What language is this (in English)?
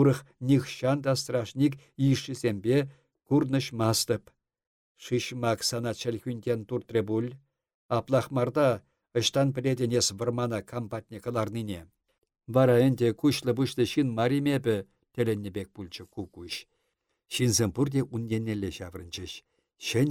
Chuvash